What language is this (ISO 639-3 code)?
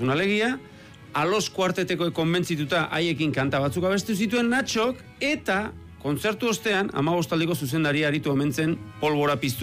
eus